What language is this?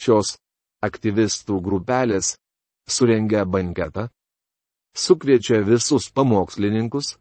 Lithuanian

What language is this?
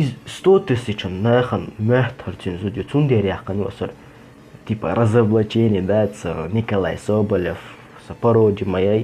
Chechen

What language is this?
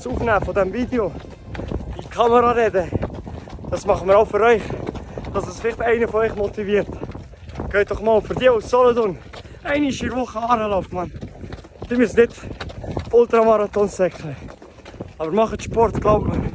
Swiss German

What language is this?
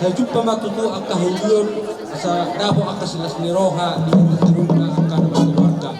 Batak Toba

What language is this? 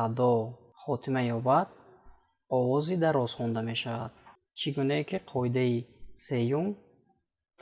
Tajik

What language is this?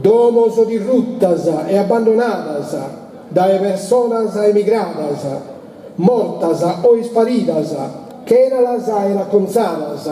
Sardinian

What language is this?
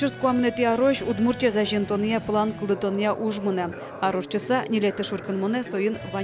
Udmurt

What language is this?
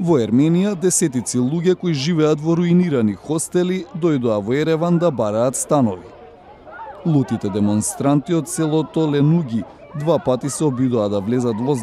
Macedonian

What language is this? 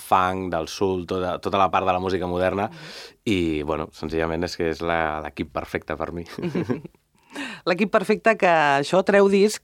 Catalan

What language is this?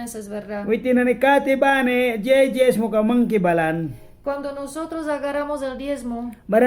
Mískito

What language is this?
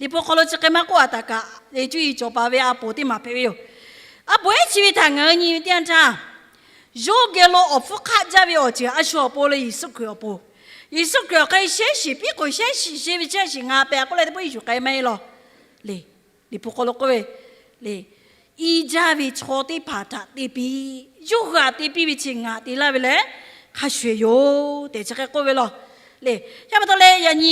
Lahu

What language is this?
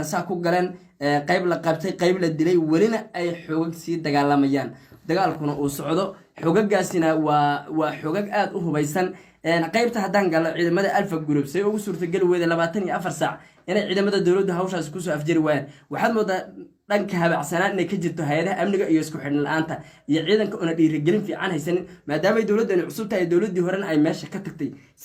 Somali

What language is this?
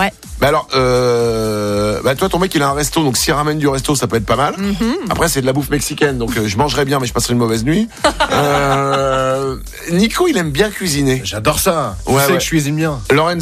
French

